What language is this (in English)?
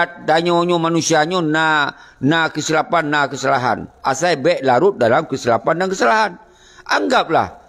Achinese